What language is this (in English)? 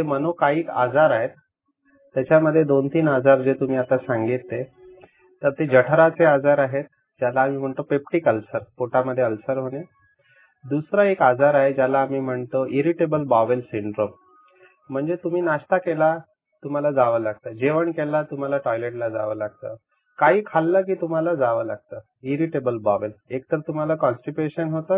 Marathi